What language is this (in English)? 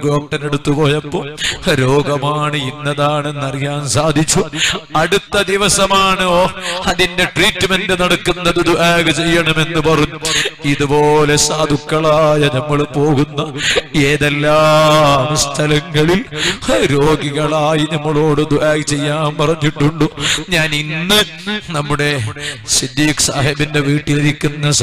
Malayalam